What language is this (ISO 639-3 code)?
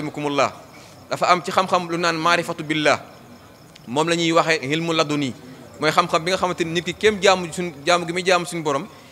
wol